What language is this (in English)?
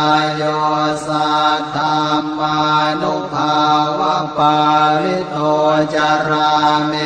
Pali